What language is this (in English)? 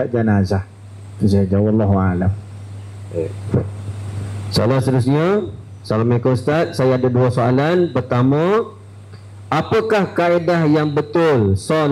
Malay